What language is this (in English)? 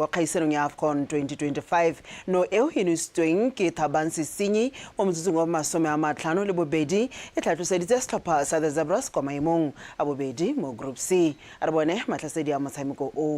Tswana